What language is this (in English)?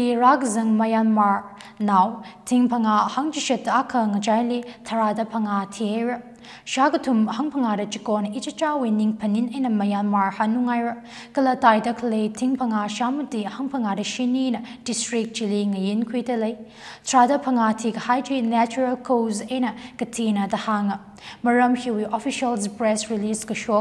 Tangkhul Naga (India)